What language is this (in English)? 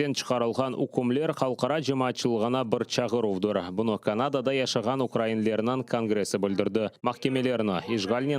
Crimean Tatar